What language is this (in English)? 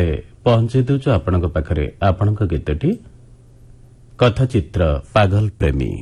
Odia